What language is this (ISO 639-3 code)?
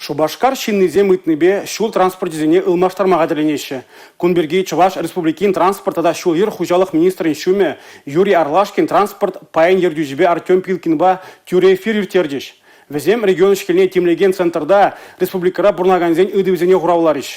chv